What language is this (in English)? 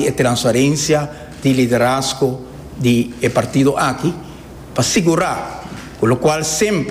Papiamento